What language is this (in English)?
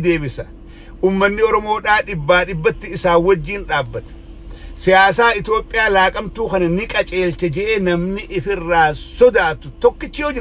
Oromo